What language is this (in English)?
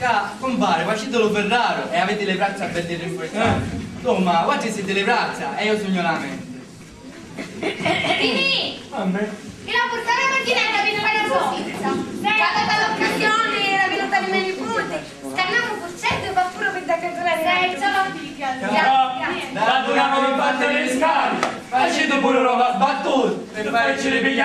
Sicilian